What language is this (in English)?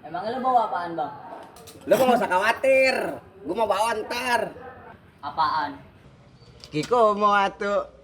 Betawi